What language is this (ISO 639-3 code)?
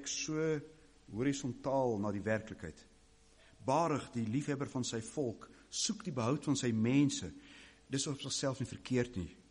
afr